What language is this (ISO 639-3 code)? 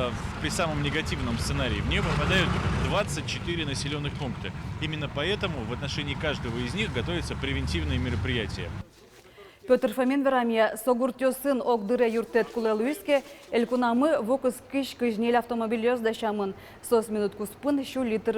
udm